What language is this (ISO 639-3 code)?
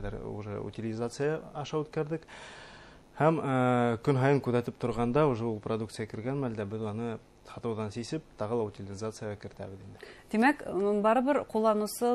bak